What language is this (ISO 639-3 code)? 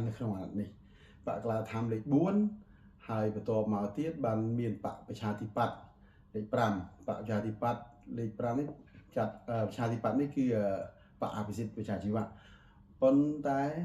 khm